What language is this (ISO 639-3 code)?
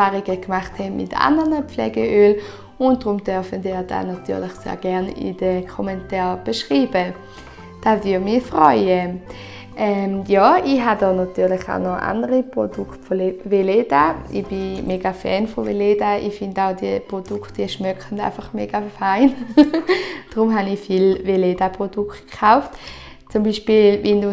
gsw